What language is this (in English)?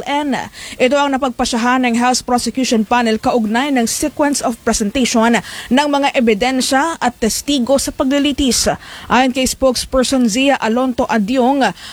Filipino